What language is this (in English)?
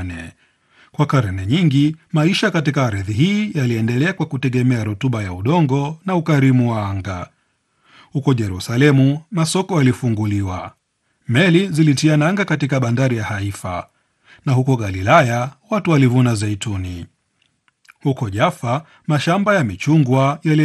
Swahili